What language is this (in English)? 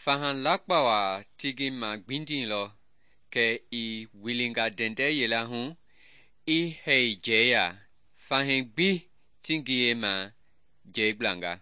Mende